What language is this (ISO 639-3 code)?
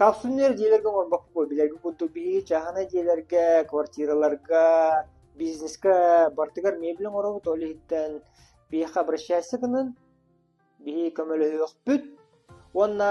sah